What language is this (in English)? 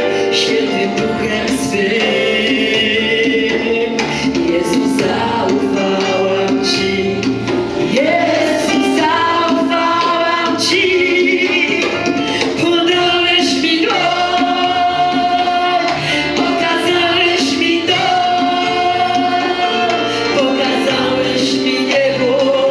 Polish